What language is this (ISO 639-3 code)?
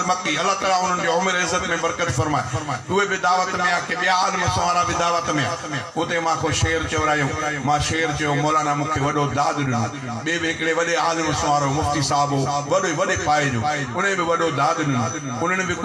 snd